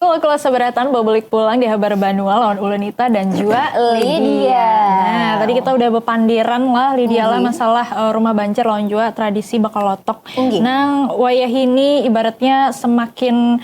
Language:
Banjar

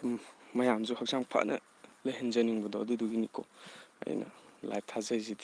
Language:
Manipuri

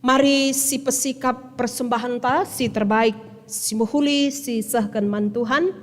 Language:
Batak Karo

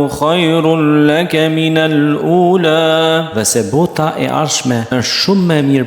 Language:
Albanian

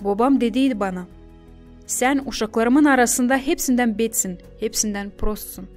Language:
Gagauz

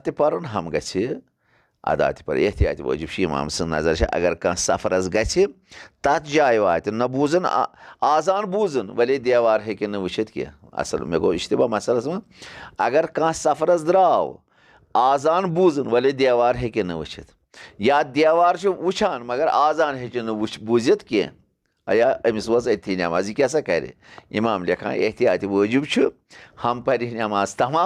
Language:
Kashmiri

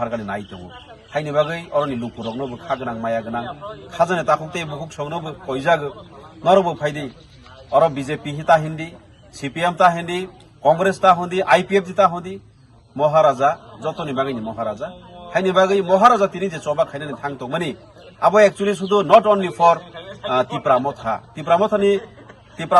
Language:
Kok Borok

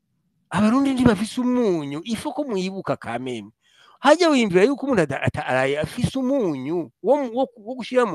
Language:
Rundi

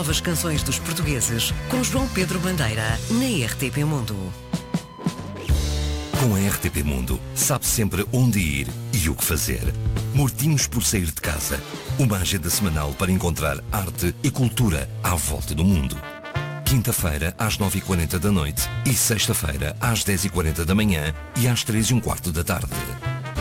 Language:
Portuguese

